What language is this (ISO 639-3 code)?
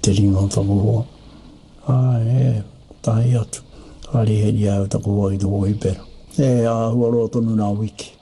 mri